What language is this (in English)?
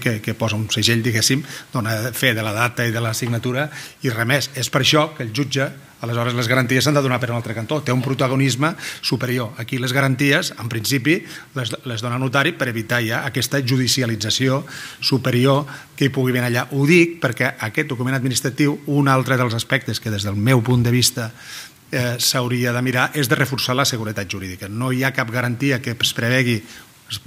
Catalan